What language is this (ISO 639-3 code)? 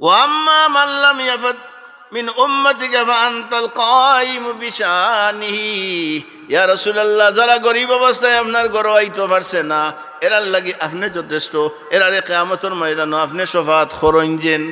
syl